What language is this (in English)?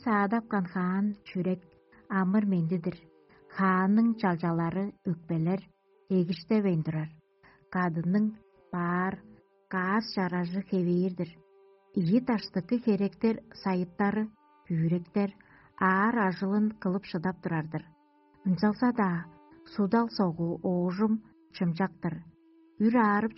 Tuvinian